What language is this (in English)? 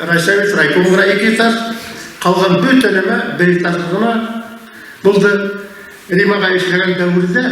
Bashkir